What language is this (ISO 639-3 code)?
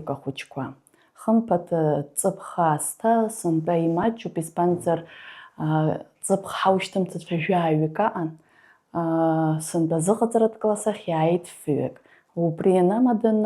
abk